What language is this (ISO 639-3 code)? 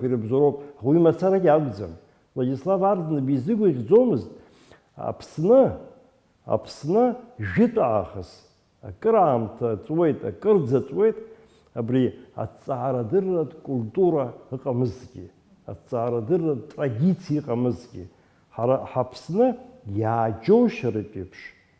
abk